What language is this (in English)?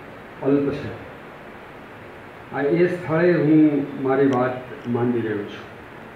Gujarati